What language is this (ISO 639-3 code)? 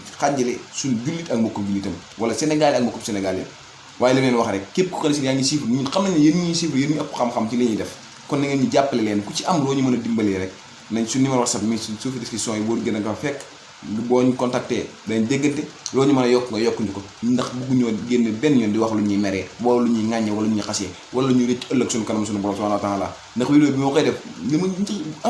wol